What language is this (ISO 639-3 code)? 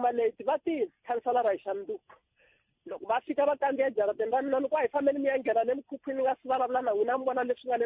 tso